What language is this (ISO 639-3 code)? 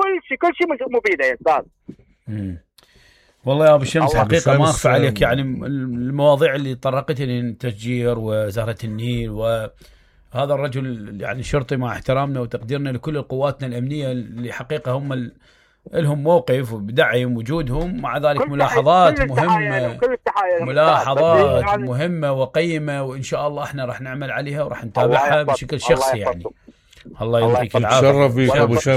acm